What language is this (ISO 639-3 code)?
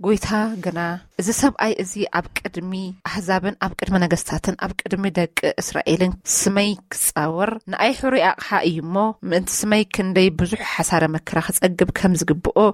tir